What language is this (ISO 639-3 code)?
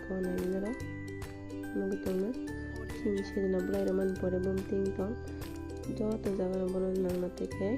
trp